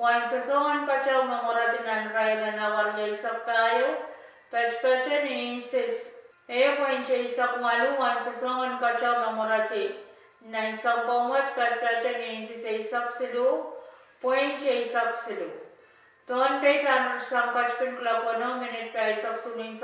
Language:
Pohnpeian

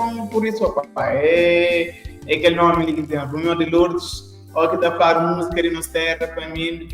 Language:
Kabuverdianu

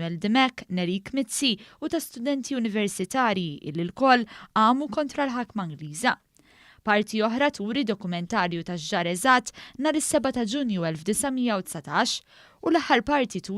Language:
Maltese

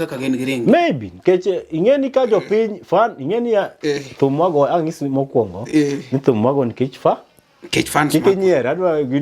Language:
Luo (Kenya and Tanzania)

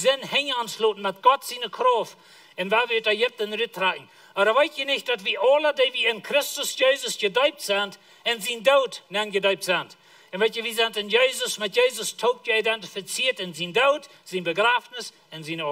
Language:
Plautdietsch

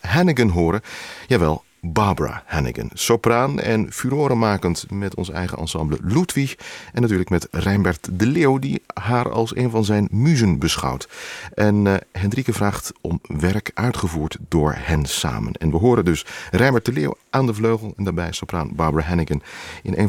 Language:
Dutch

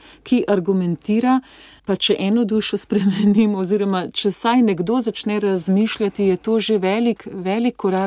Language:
Slovenian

